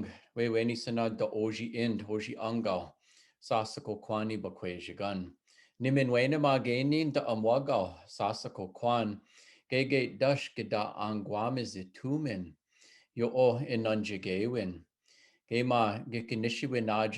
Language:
Chippewa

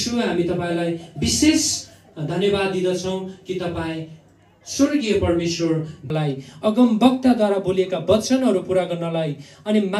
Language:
Nepali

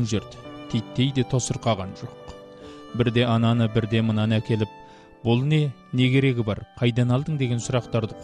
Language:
Kazakh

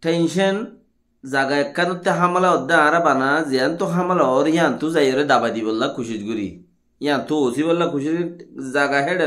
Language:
Rohingya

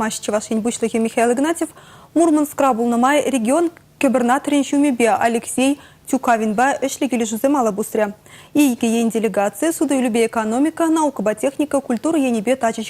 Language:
Chuvash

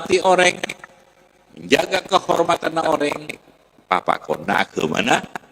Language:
Madurese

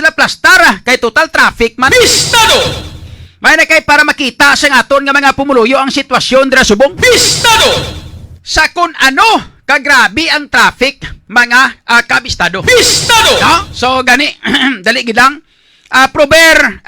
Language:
Hiligaynon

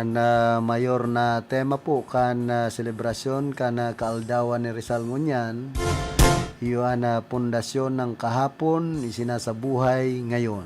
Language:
Bikol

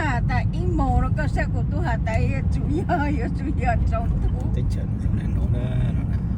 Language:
Hmong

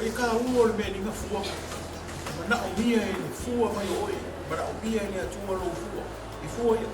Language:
Samoan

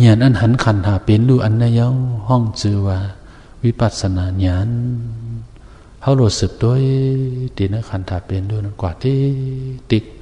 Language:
Shan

